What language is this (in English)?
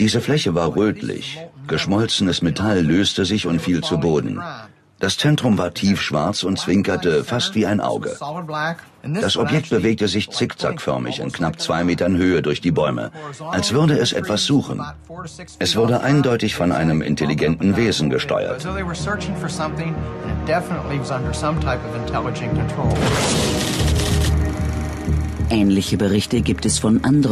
German